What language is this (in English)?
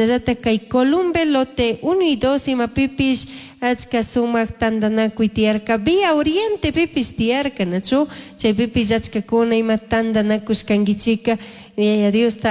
Chimborazo Highland Quichua